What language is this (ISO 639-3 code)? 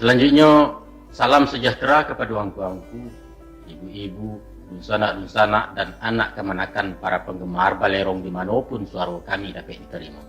min